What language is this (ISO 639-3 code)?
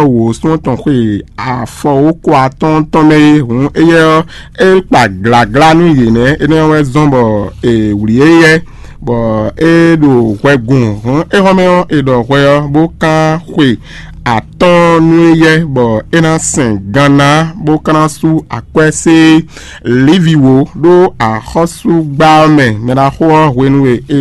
fon